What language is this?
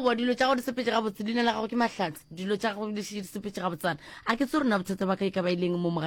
Northern Sotho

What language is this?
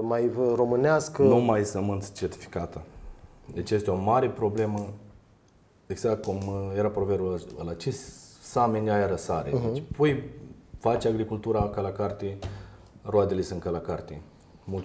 Romanian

